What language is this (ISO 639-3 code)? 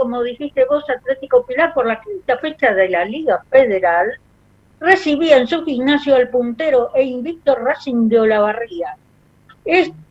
spa